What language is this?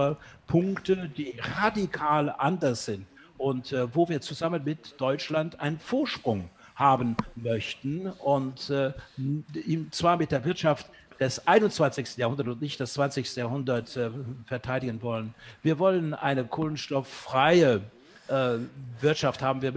German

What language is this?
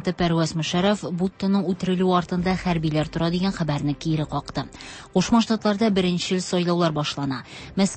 Tatar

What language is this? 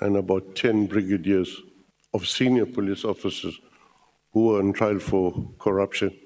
Venda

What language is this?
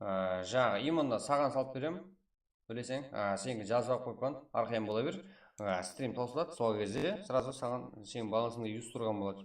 Kara-Kalpak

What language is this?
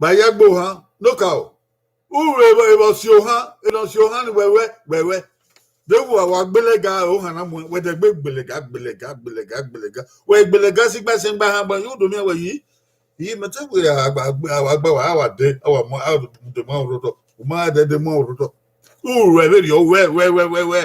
Bini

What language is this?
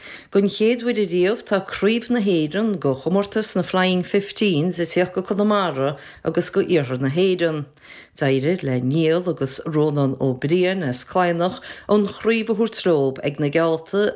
Irish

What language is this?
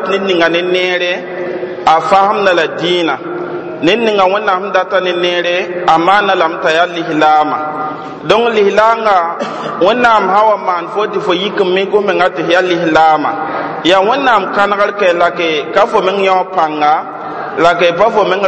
Mossi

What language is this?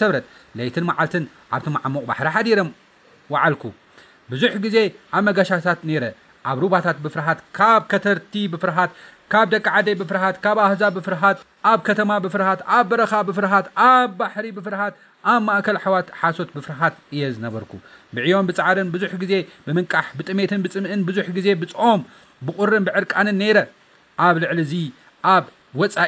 Tigrinya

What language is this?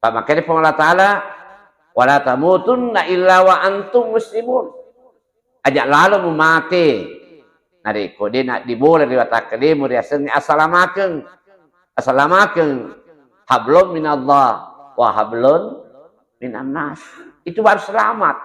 Buginese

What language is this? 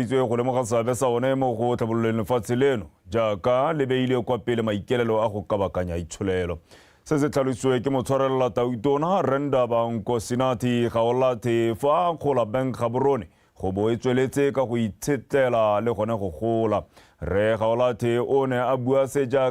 Tswana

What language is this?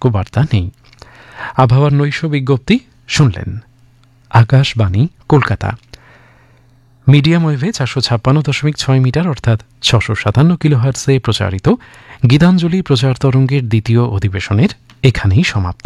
Bangla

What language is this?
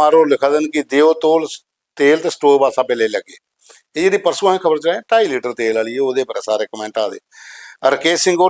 Dogri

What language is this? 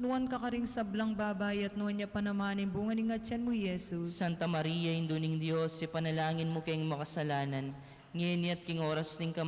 Pampanga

